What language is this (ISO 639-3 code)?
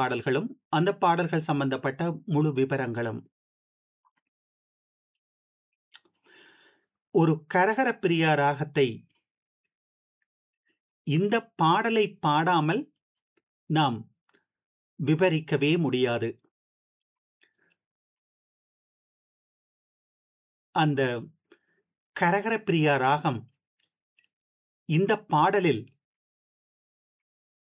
tam